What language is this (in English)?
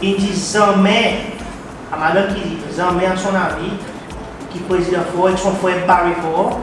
Seselwa Creole French